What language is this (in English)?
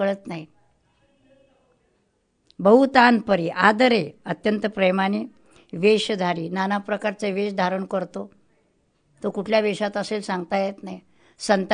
Marathi